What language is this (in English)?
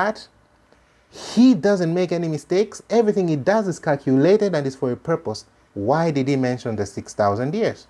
English